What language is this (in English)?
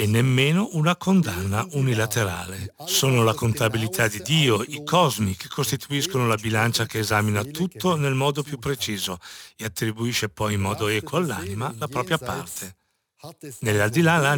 Italian